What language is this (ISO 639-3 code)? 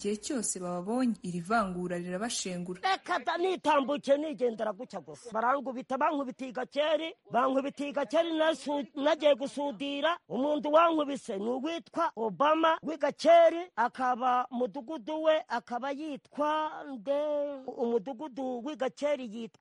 kin